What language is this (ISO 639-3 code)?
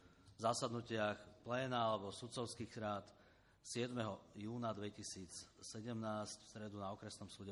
slk